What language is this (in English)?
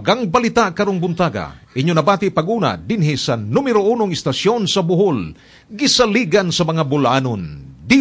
Cebuano